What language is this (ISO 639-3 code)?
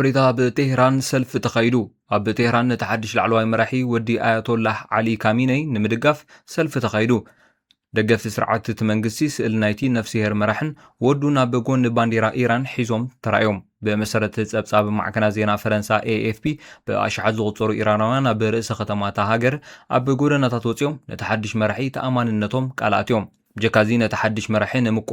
tir